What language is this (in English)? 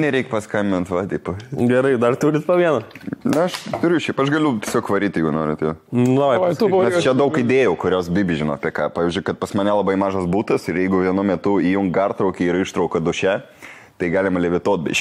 Lithuanian